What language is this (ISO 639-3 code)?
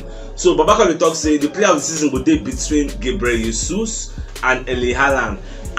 pcm